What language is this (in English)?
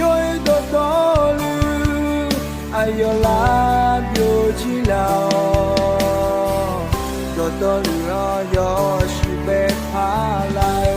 Akha